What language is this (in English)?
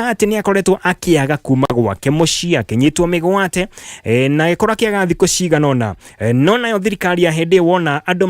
Kikuyu